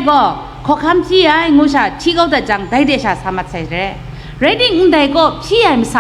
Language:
Kachin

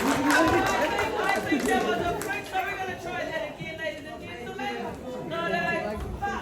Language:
Māori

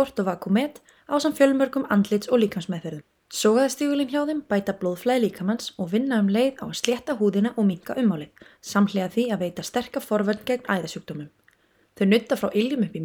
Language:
Icelandic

